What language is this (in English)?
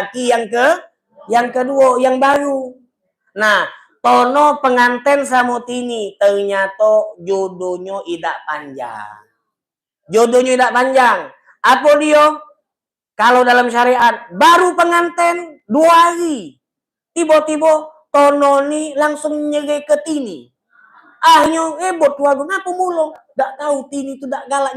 Musi